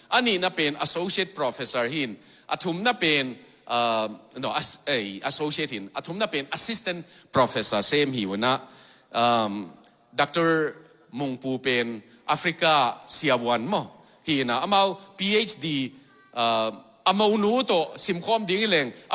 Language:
Tedim Chin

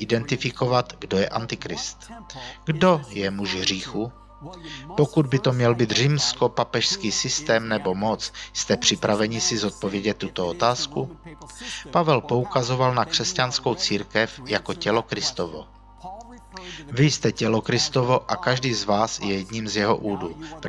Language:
Czech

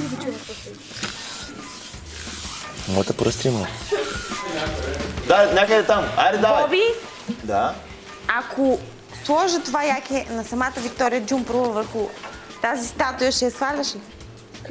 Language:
Bulgarian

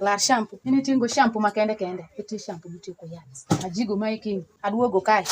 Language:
Alur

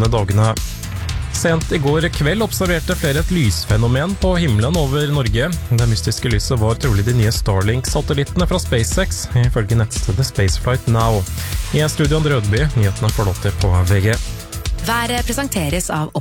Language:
Norwegian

